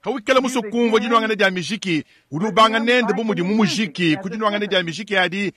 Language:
Luba-Lulua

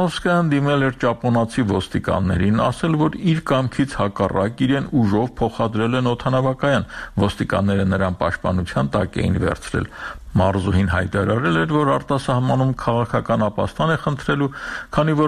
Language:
Armenian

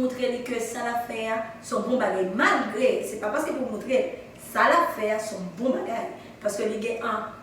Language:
Haitian Creole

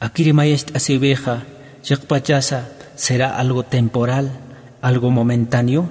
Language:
Aymara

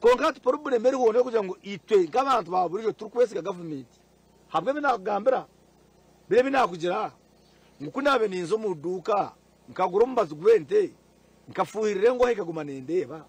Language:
Nyankole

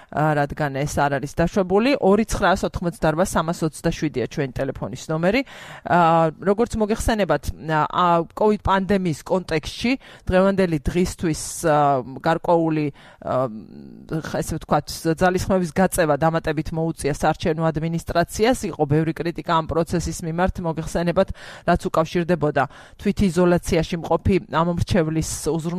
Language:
Georgian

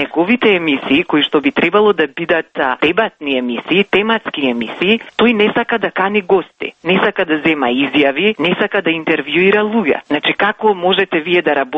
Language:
Macedonian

